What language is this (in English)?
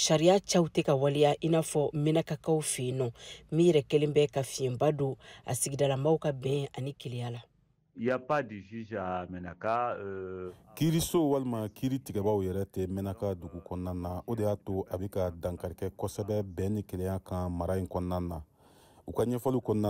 Bambara